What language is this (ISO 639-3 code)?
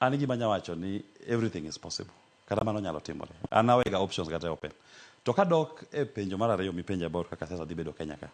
luo